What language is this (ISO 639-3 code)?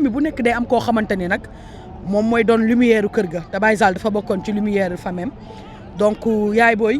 wol